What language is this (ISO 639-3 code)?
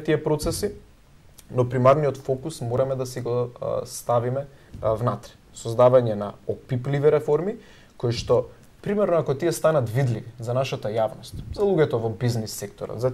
mkd